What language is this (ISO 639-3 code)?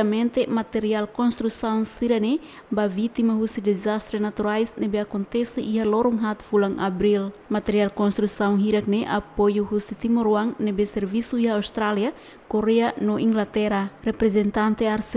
tet